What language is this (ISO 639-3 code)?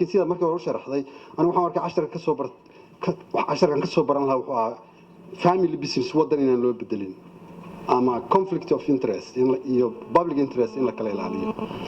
som